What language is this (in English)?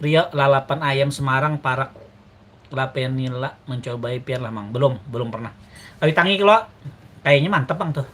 Banjar